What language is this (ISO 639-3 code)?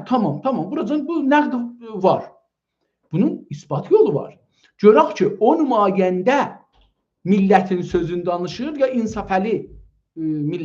azb